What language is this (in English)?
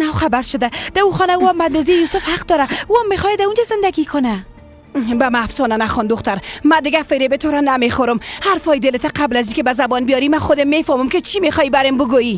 Persian